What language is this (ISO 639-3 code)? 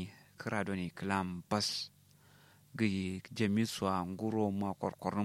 kau